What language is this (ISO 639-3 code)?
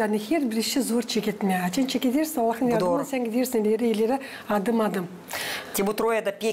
gag